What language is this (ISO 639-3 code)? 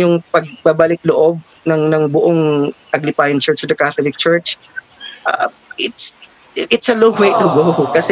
fil